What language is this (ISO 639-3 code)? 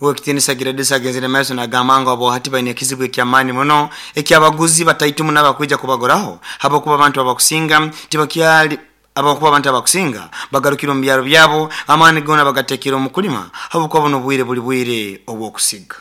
nyo